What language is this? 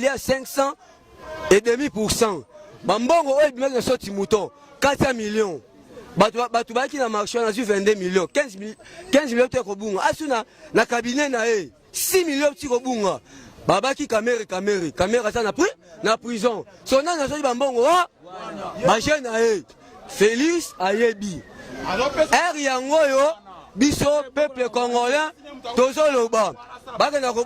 Lingala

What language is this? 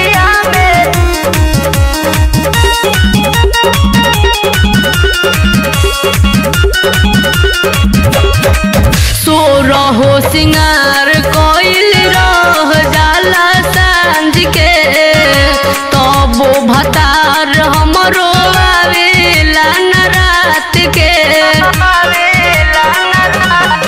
Bhojpuri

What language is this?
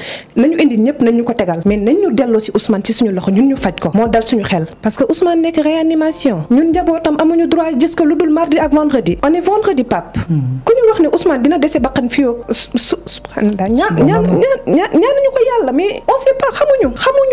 Wolof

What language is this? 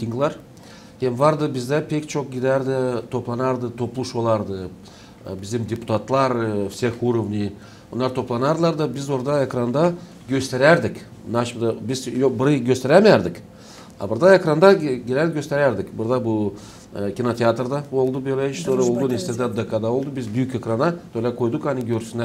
Gagauz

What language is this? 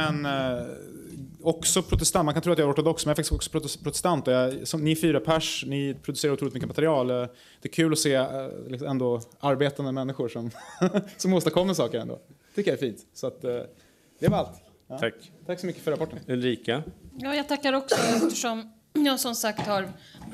Swedish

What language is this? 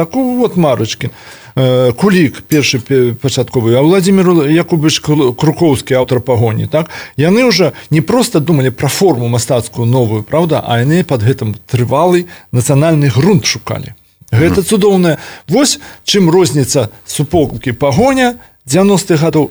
Belarusian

